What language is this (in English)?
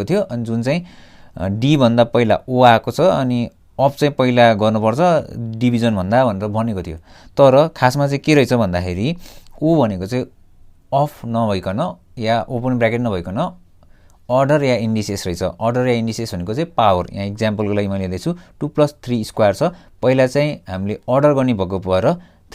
Nepali